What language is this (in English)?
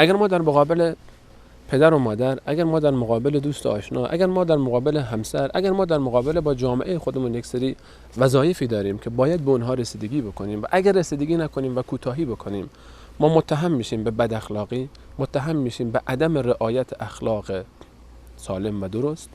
Persian